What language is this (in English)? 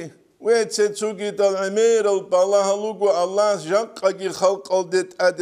Avaric